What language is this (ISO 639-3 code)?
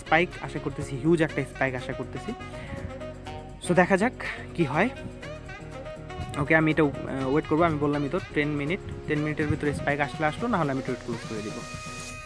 ben